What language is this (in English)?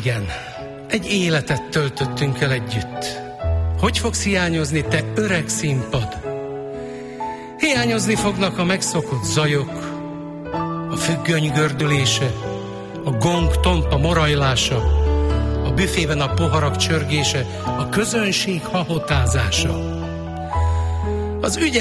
Hungarian